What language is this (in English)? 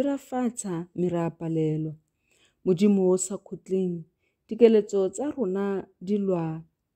Tswana